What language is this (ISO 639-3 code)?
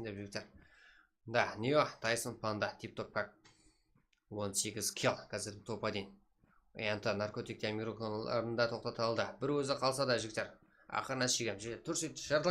kaa